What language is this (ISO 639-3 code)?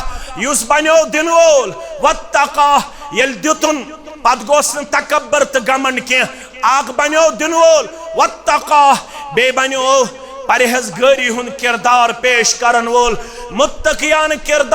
kas